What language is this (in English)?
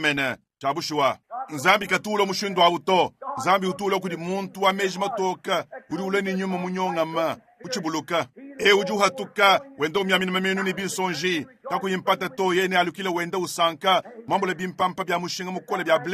Luba-Lulua